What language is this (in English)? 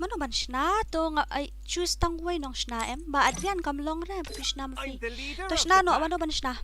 Khasi